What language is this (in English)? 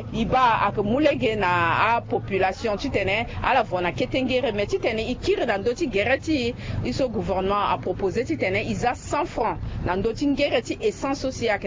Sango